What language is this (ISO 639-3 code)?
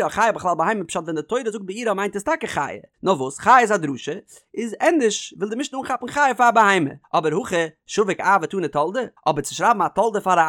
yid